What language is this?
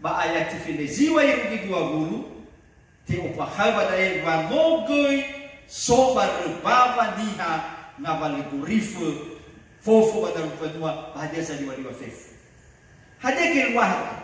Nias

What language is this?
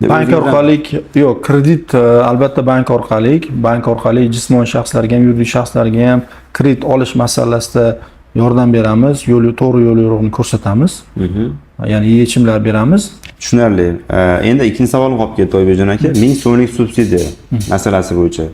Uzbek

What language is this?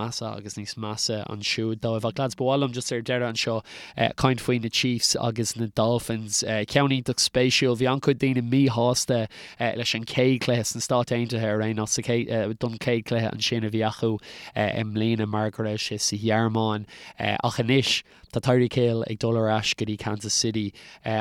Irish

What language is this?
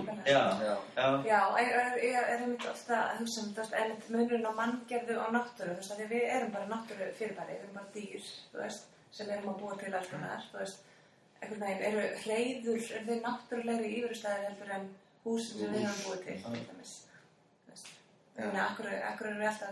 Icelandic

